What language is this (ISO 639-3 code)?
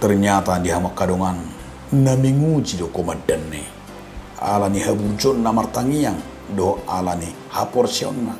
bbc